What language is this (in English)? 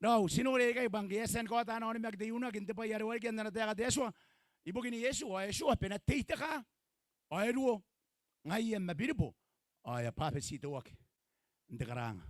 Gilbertese